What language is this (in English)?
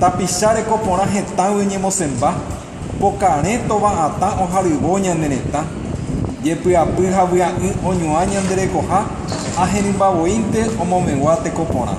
Guarani